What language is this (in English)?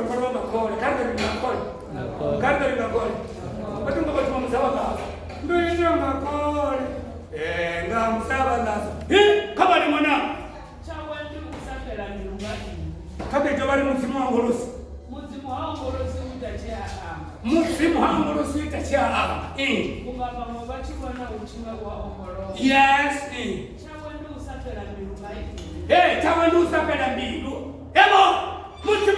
Venda